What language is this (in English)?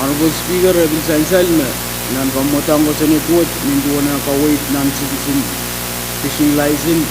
Pohnpeian